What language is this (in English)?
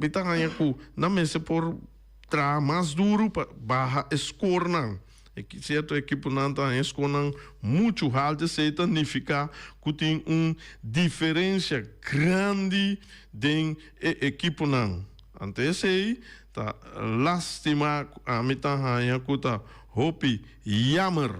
Papiamento